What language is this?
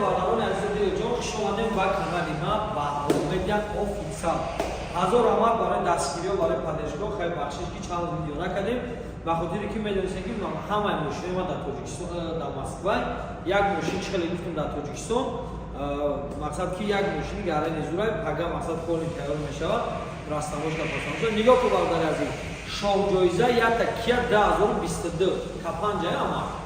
Tajik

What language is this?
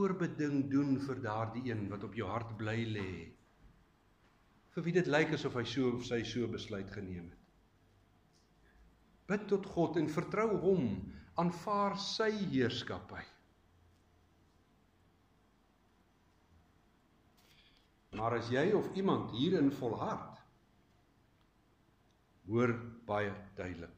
Afrikaans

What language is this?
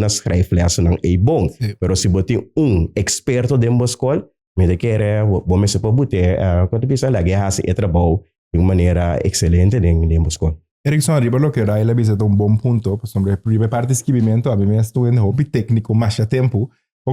Papiamento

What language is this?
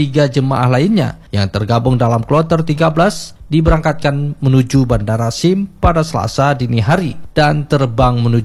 Indonesian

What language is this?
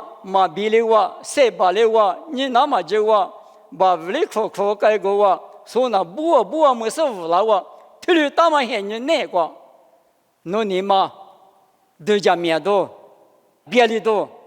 Lisu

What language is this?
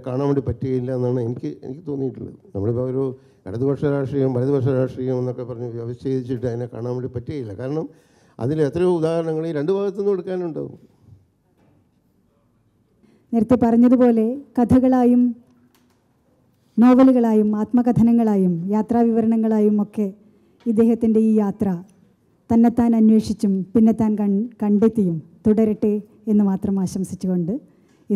Malayalam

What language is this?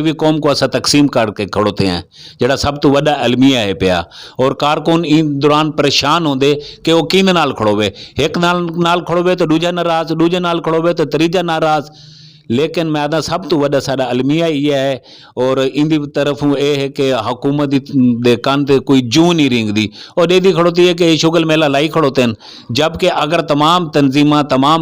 Saraiki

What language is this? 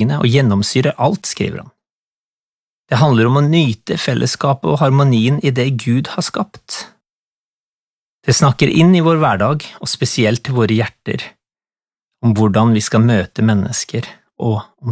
Norwegian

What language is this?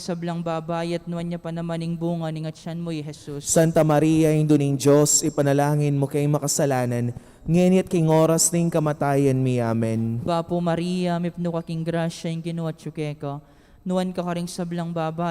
Pampanga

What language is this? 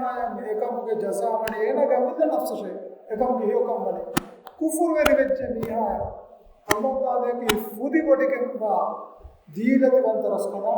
Divehi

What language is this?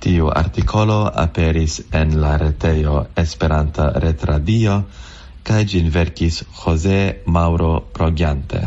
Esperanto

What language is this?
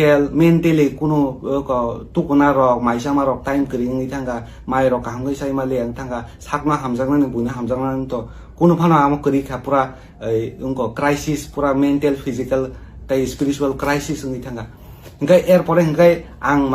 Kok Borok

